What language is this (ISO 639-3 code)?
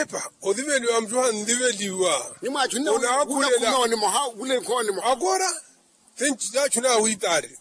vmw